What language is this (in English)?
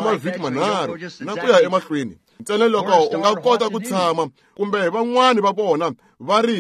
Tsonga